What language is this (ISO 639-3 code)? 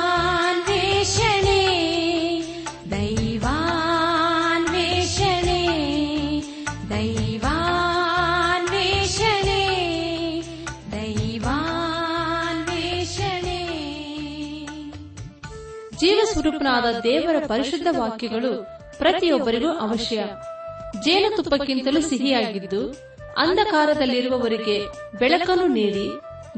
kan